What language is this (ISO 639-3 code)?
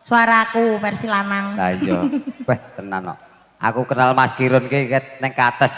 jav